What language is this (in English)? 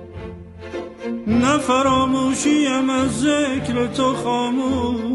Persian